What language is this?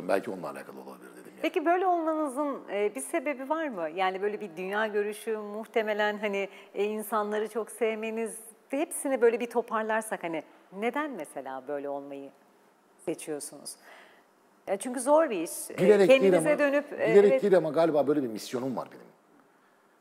Turkish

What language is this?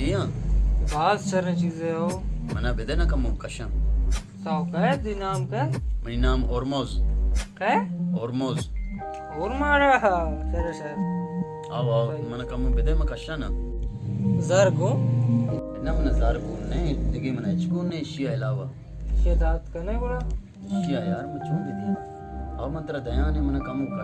Baluchi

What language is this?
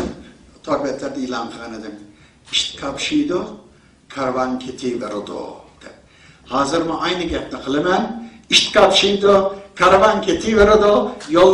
Uyghur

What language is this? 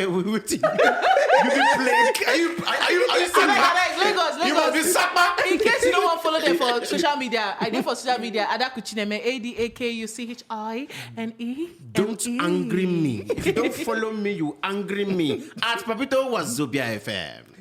Nigerian Pidgin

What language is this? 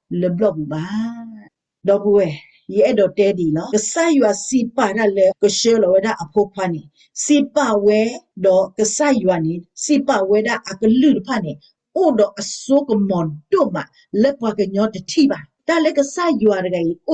S'gaw Karen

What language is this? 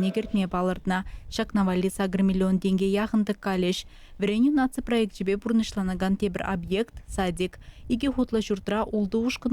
Chuvash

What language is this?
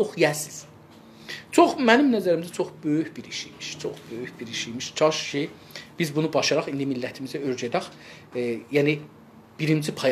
South Azerbaijani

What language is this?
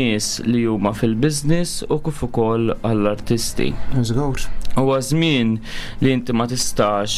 Maltese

